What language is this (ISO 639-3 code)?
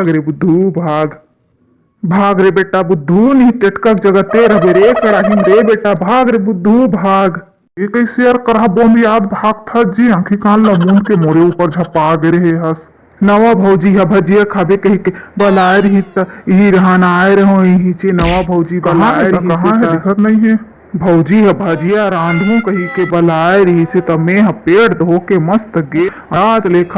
hne